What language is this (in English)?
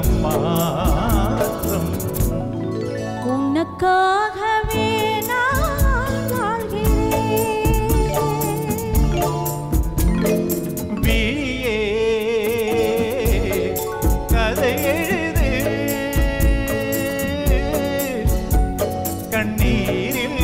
Tamil